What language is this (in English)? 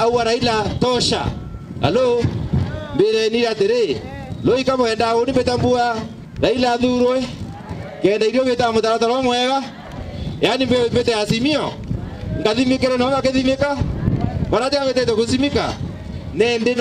Meru